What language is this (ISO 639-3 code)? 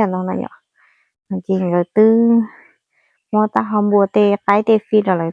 hmn